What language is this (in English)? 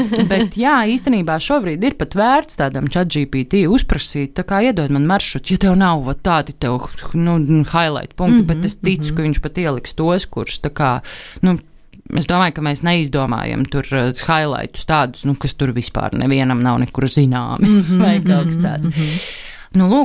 Latvian